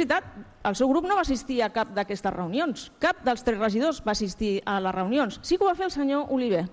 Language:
Catalan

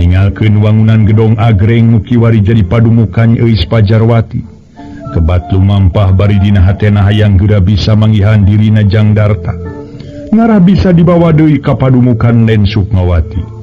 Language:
Sundanese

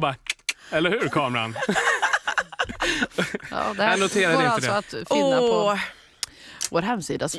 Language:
Swedish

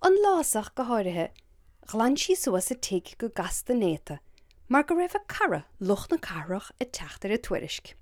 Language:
Irish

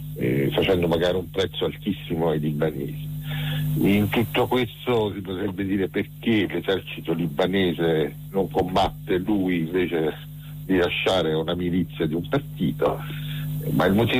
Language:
Italian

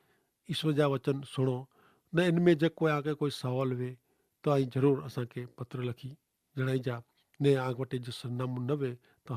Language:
Kachhi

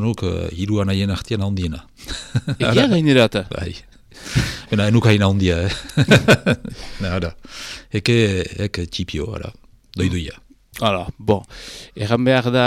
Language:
Basque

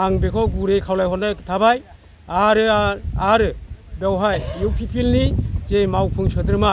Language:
Bodo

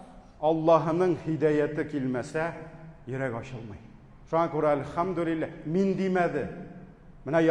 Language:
Tatar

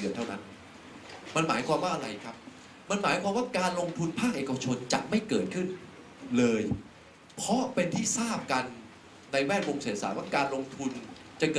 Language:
Thai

